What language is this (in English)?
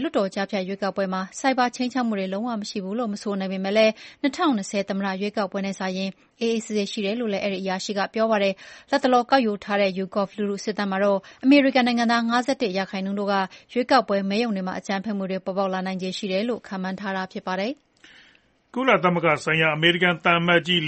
Burmese